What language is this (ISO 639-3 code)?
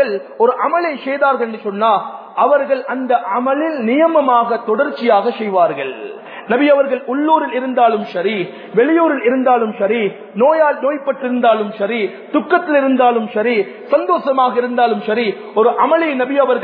tam